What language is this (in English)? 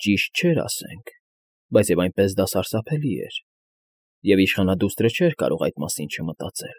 Armenian